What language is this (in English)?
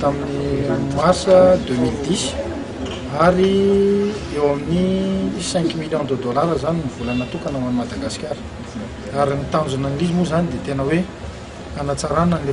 Malagasy